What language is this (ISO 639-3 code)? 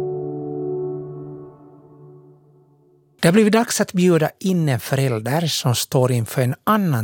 swe